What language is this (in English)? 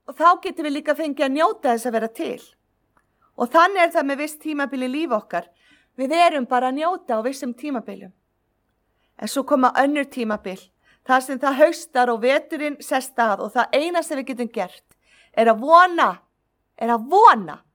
Icelandic